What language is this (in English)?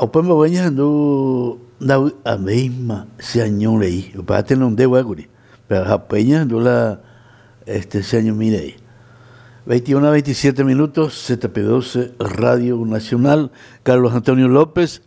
Guarani